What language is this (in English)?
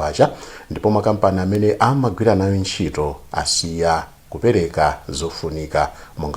Nyanja